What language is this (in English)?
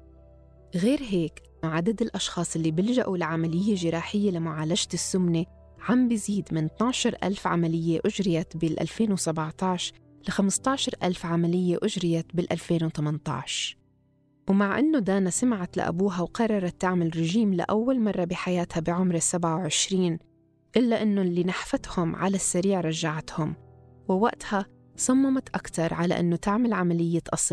North Levantine Arabic